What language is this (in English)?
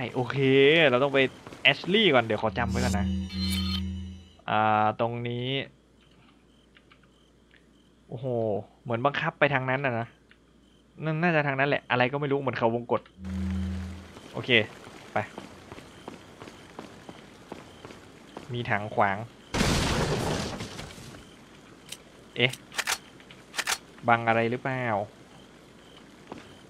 Thai